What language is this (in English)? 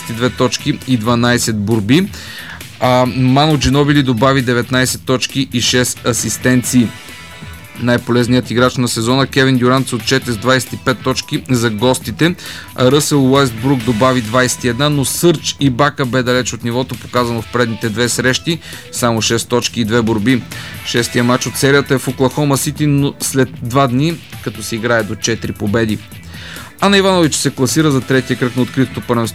Bulgarian